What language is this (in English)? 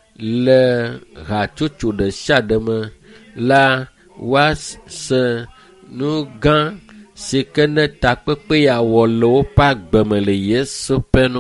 Ewe